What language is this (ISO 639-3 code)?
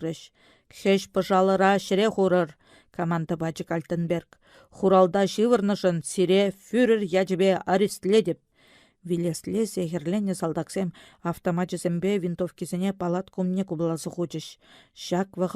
chv